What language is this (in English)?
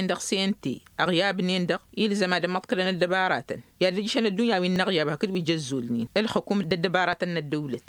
Tamasheq